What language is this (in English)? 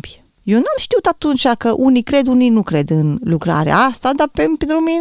Romanian